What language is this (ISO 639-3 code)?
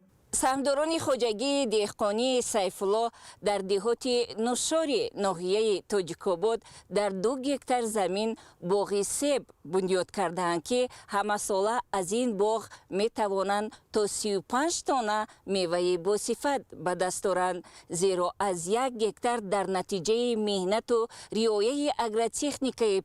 tgk